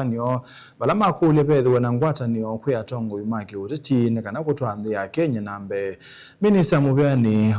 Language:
Kamba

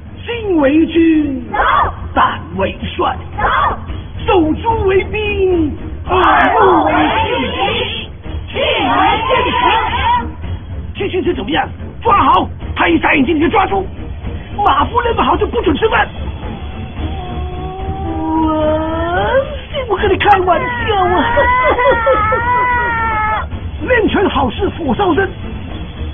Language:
Chinese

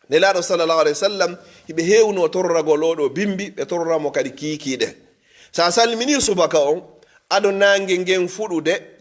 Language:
Pular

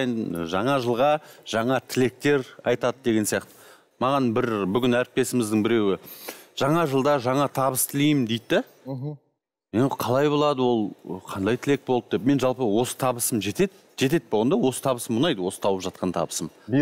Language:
Kazakh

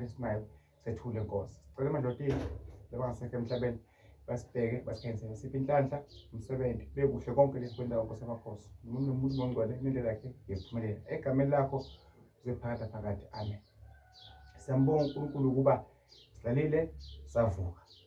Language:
Zulu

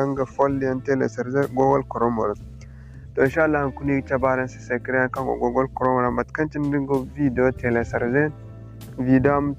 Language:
Zarma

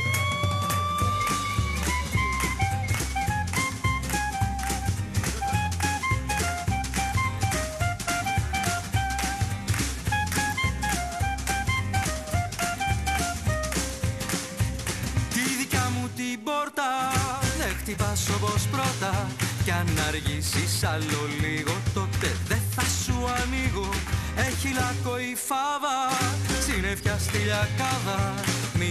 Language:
Greek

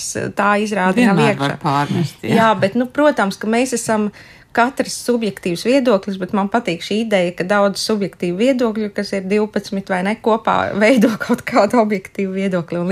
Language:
Latvian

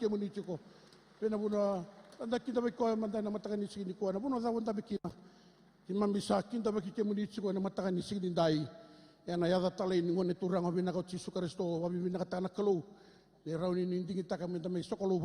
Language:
Fijian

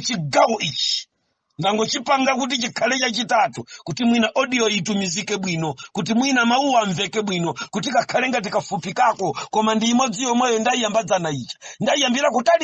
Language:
Nyanja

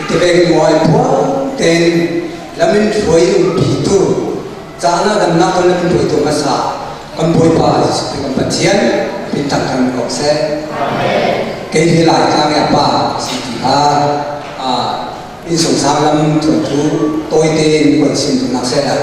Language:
Falam Chin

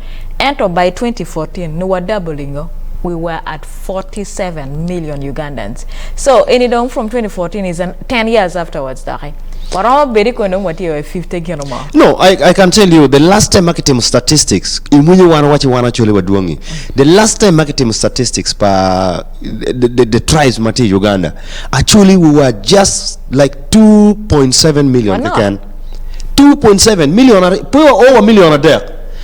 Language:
Acoli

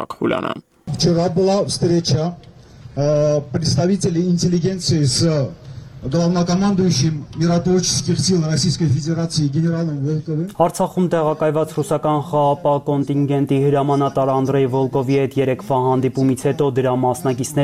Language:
Armenian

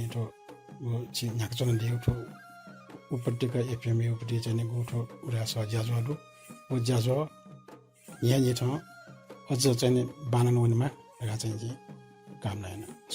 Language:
Newari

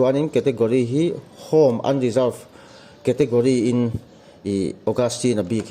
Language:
Mizo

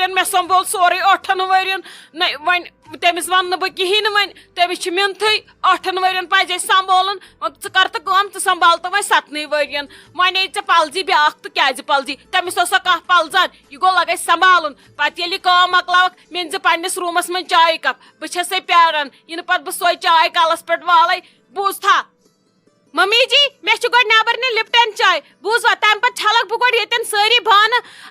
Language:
Kashmiri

